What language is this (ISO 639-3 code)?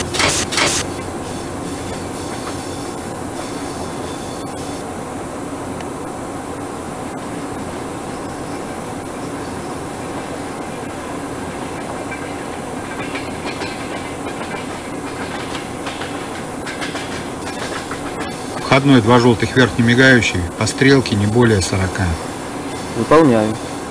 rus